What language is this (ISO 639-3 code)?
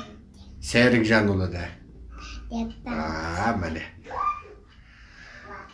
kaz